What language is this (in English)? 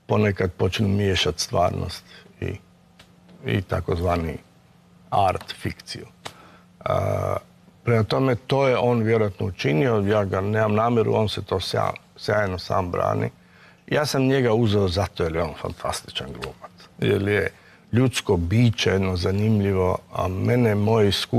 Croatian